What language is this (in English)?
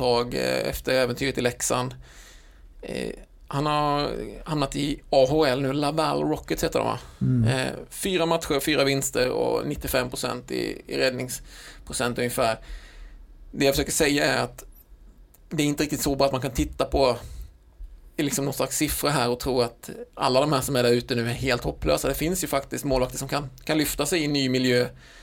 Swedish